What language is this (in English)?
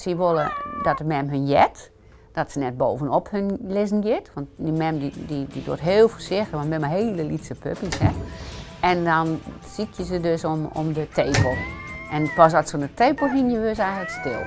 Western Frisian